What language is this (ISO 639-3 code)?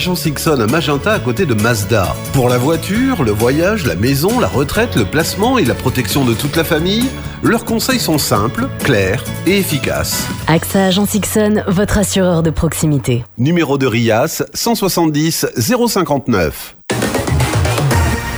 fra